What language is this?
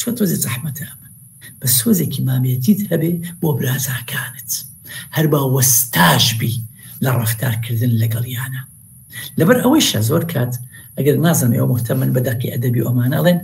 Central Kurdish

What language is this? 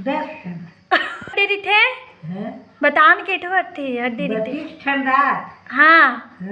Chhattisgarhi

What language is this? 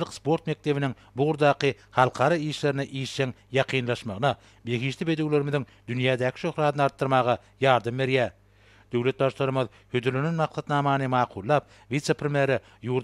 Turkmen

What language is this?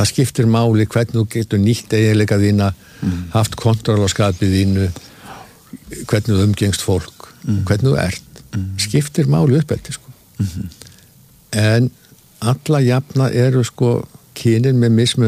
Icelandic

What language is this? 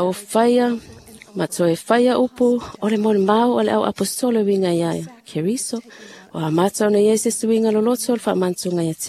Samoan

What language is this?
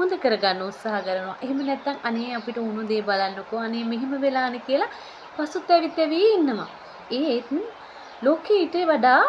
Sinhala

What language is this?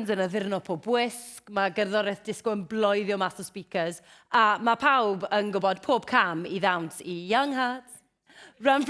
Welsh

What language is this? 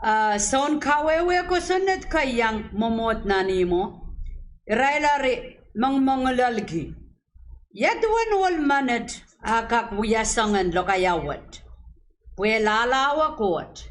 Pohnpeian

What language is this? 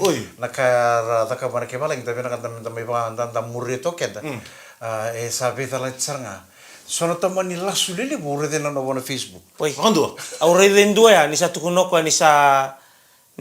Fijian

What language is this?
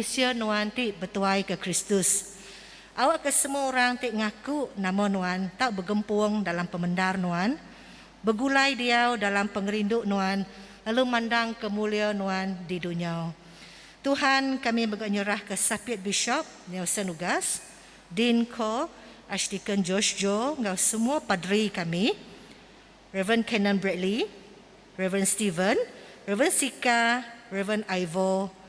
Iban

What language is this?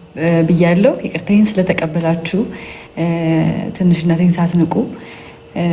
Amharic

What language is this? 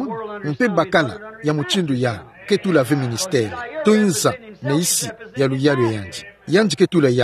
Kituba (Democratic Republic of Congo)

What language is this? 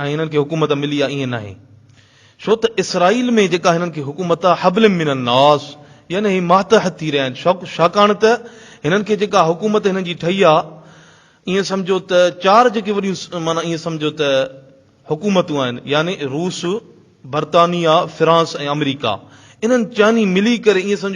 Sindhi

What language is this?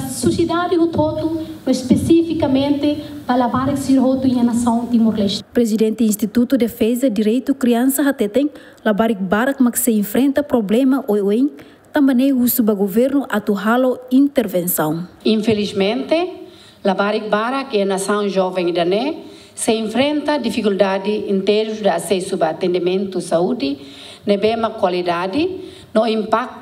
Tetum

